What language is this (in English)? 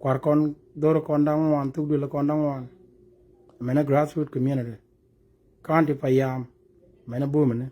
Nuer